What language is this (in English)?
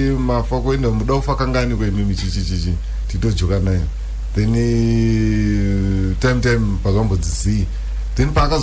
Shona